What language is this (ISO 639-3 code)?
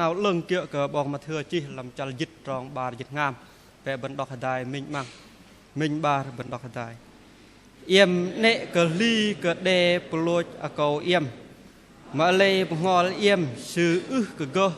bdq